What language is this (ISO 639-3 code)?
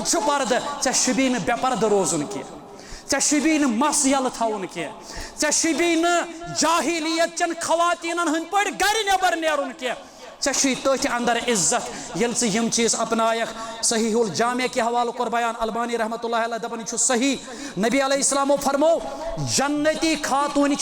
kas